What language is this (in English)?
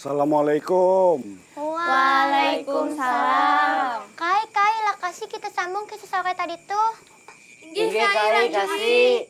Banjar